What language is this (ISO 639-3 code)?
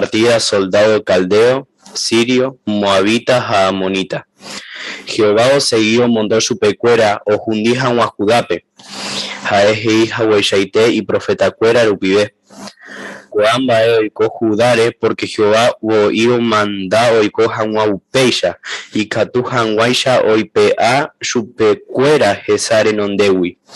grn